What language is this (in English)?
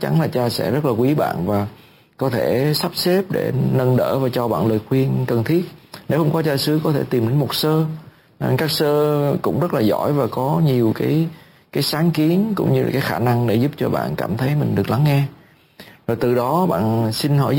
Vietnamese